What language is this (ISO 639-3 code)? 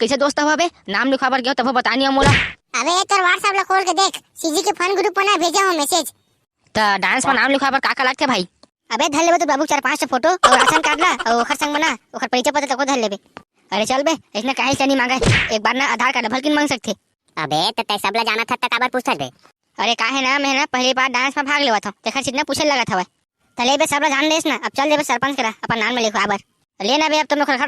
hne